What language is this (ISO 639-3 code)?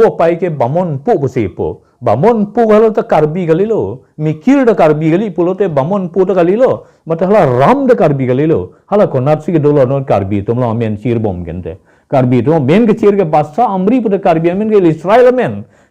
mjw